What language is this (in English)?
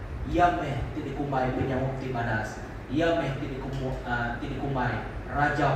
Iban